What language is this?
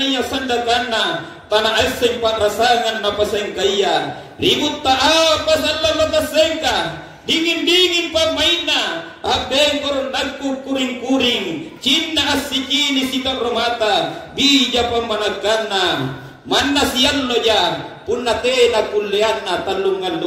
Makasar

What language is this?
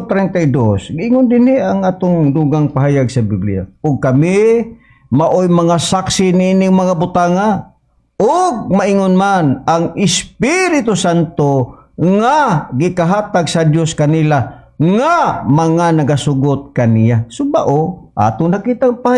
Cebuano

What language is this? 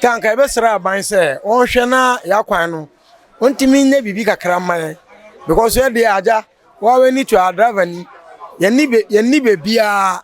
Akan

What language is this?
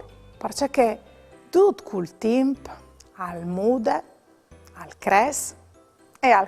Friulian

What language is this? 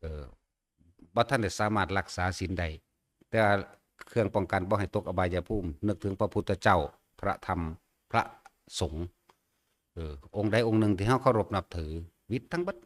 Northeastern Thai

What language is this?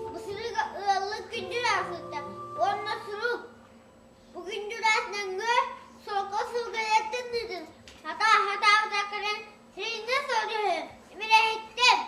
Yakut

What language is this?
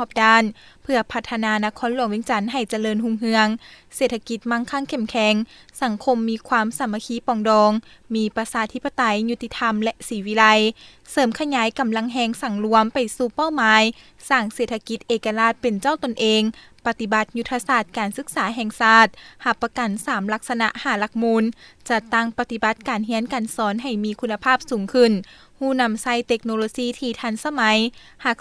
Lao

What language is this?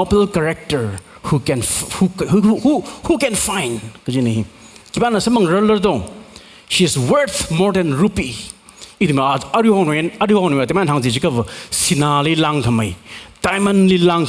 Tangkhul Naga (India)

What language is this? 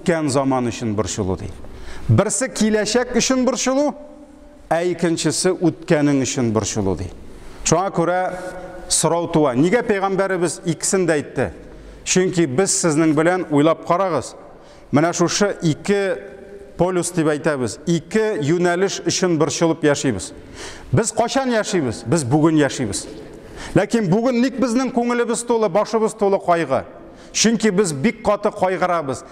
Tatar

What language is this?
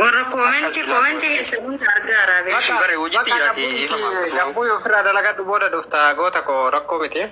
Oromo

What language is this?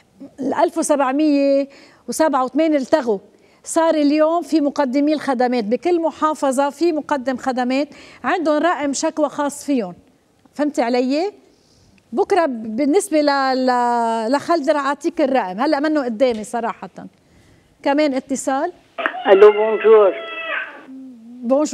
North Levantine Arabic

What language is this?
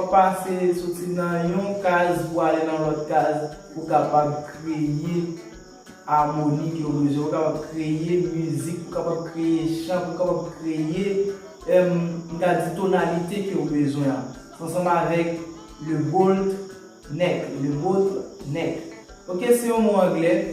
Haitian Creole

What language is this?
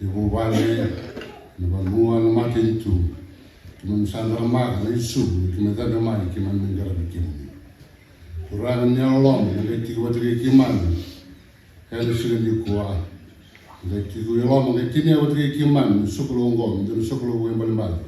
Fijian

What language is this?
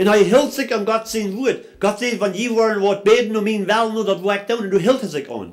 Plautdietsch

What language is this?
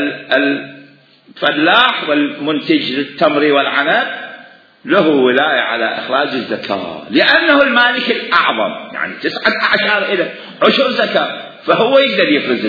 Mesopotamian Arabic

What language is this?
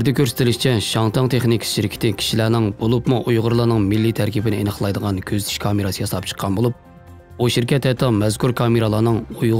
Uyghur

